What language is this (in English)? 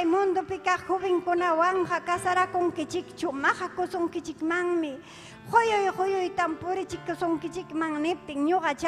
Ayacucho Quechua